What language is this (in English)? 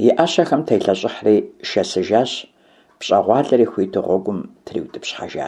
Kabardian